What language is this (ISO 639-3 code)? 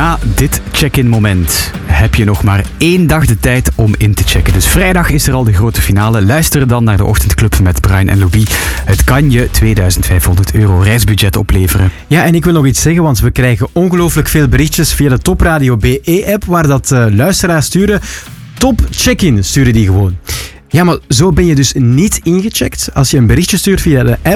nld